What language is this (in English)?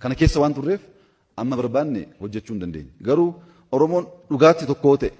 Oromo